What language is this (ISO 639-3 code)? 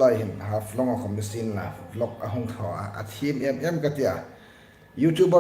hmr